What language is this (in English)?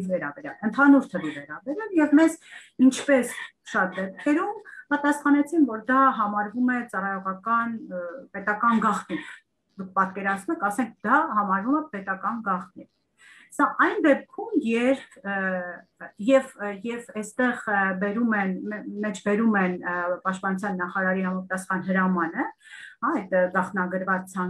Armenian